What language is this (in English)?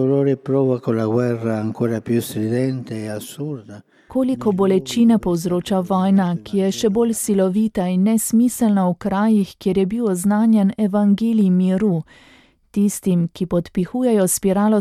Slovenian